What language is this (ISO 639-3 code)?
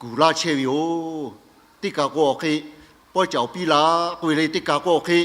lhu